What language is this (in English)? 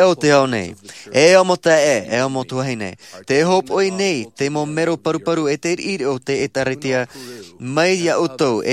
Tahitian